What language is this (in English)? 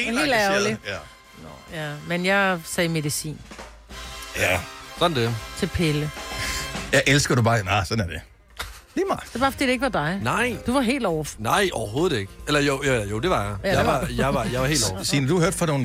Danish